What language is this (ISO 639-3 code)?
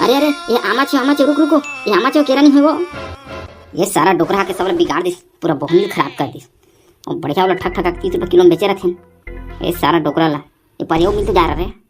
hne